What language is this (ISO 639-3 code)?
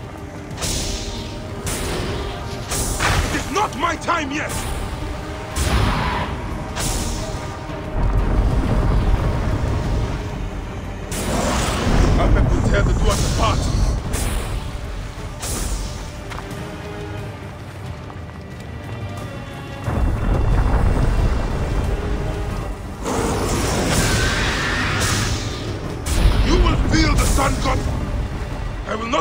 eng